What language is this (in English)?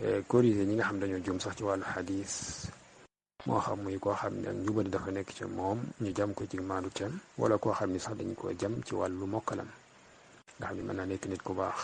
Wolof